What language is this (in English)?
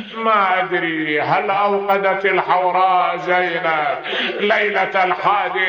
Mesopotamian Arabic